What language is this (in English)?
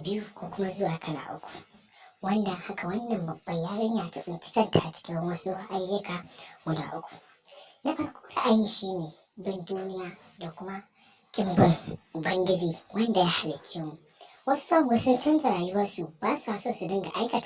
Hausa